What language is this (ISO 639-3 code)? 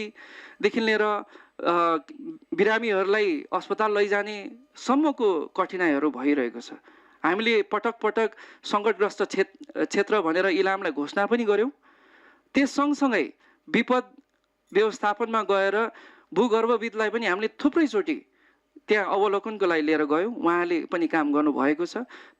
nep